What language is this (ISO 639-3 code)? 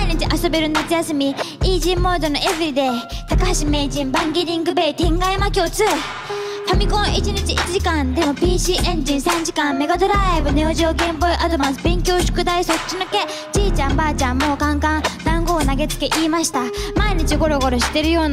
jpn